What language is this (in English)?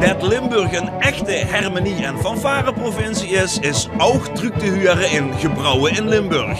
Limburgish